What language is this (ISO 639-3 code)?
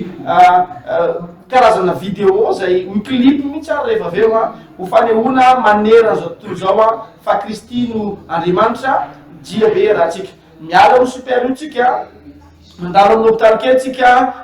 mlg